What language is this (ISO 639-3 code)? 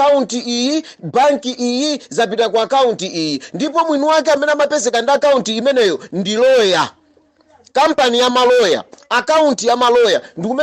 nya